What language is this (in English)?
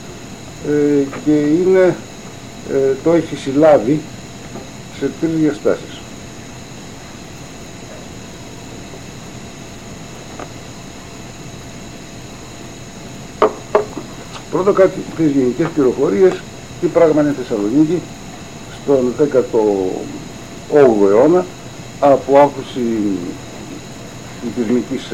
Greek